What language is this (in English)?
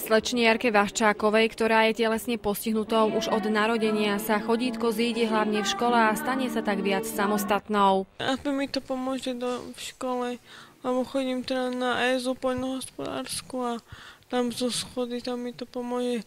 Slovak